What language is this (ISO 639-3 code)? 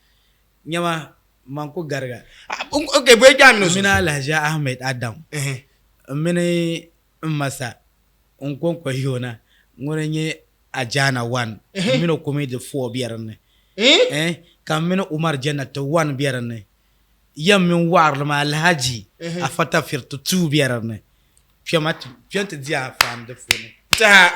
dag